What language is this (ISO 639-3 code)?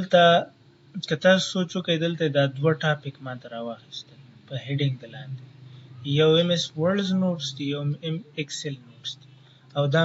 pus